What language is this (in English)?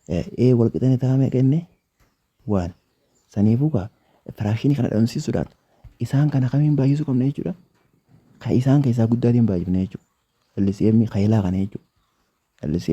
Oromo